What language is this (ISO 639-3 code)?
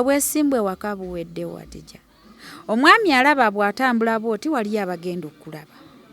lug